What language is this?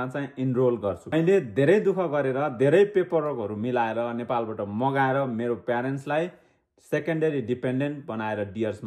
Nepali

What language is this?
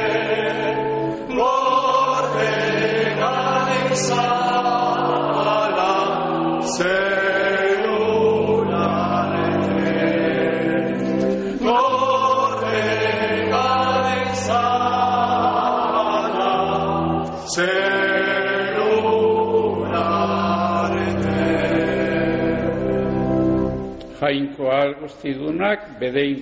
Basque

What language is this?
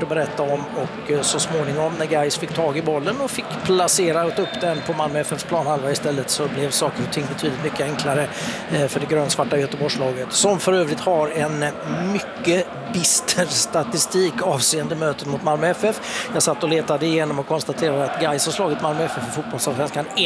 Swedish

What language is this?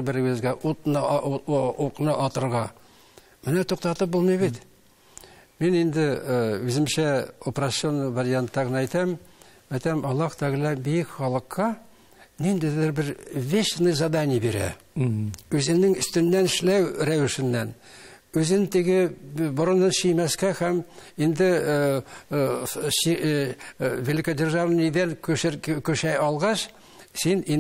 Tatar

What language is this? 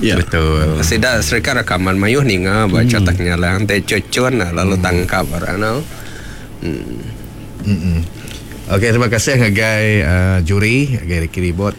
Iban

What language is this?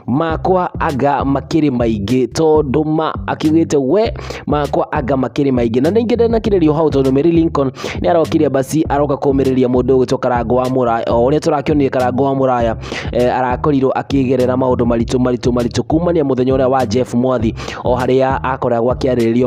Kikuyu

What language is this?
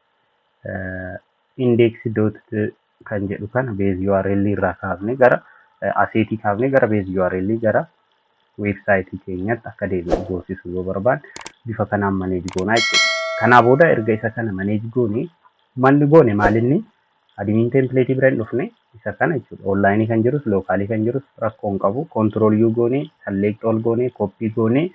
Oromo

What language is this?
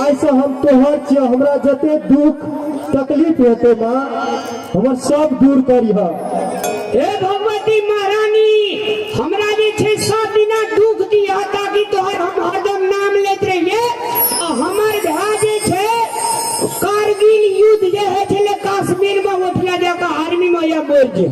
Maithili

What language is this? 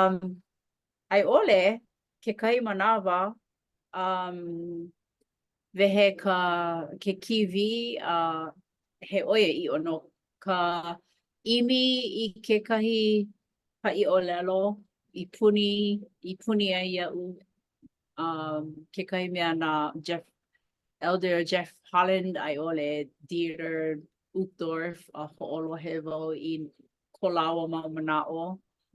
Hawaiian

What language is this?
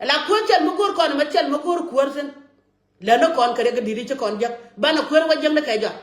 Nuer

